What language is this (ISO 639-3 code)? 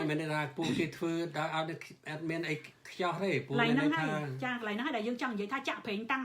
khm